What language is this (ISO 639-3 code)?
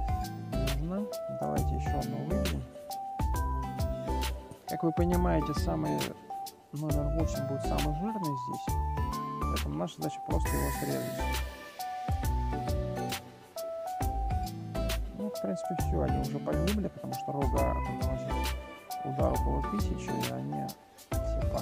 rus